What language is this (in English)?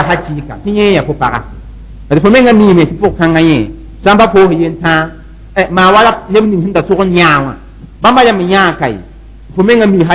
Mossi